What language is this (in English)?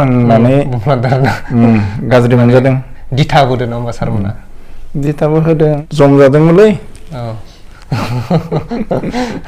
Bodo